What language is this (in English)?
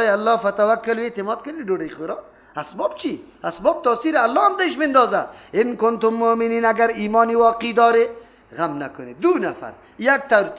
Persian